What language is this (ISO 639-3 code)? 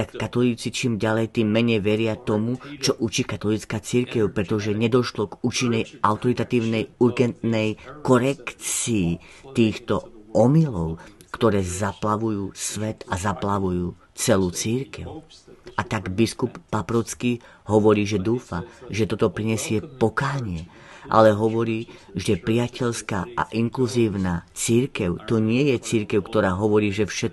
slk